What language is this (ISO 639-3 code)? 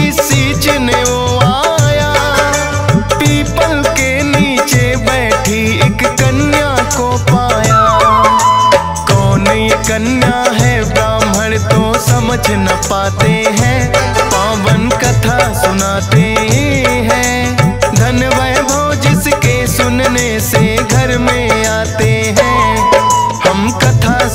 hin